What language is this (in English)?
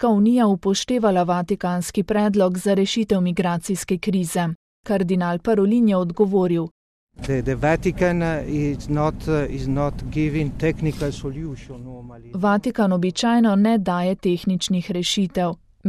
Slovenian